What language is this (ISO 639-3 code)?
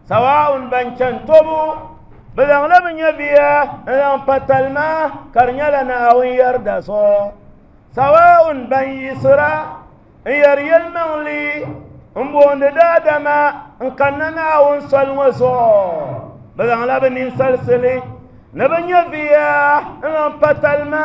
dag